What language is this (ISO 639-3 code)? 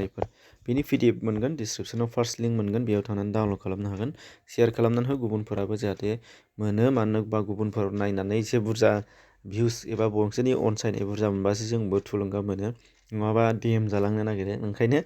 brx